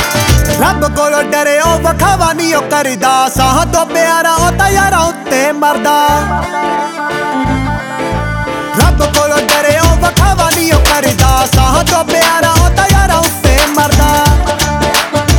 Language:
Punjabi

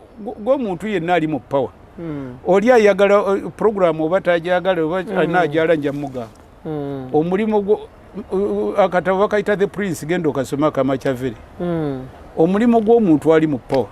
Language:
Ganda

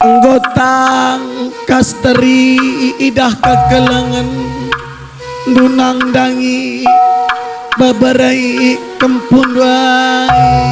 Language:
Batak Karo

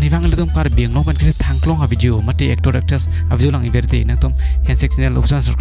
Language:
Karbi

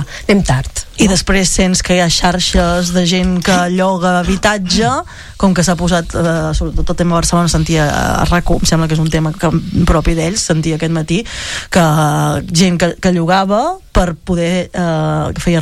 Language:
Catalan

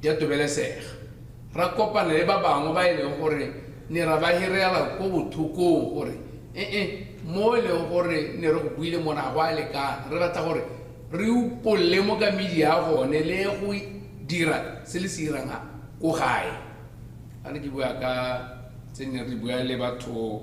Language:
Tswana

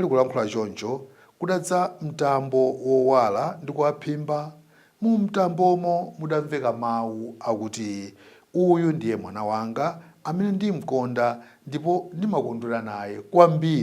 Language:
Nyanja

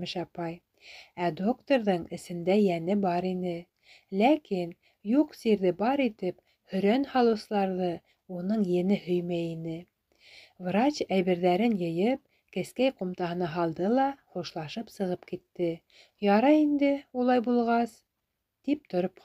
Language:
Bashkir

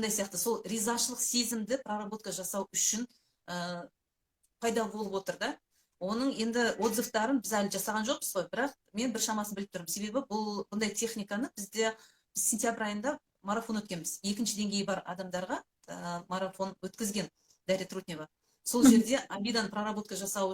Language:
Kazakh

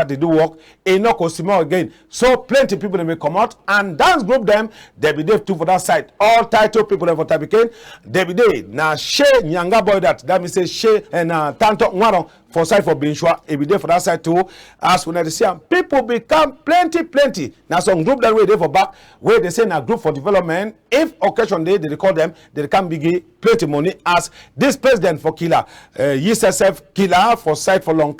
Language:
Cameroon Pidgin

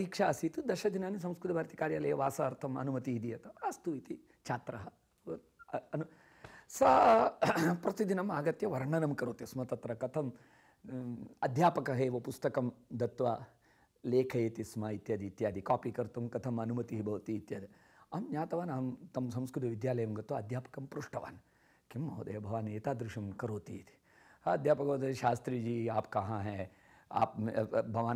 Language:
Sanskrit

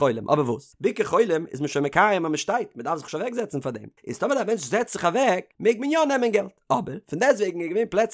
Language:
Yiddish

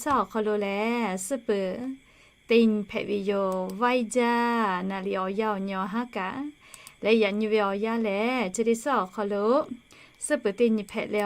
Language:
Lahu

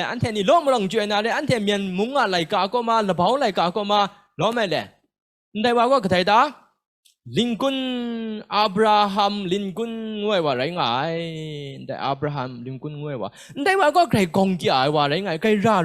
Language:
Kachin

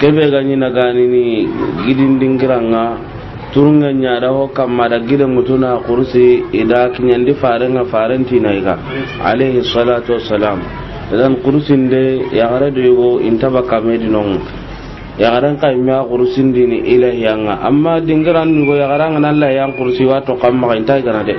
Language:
Soninke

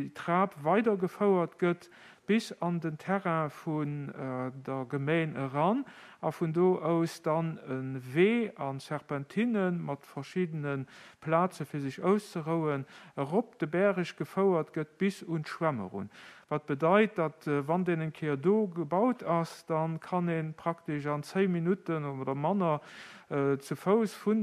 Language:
Luxembourgish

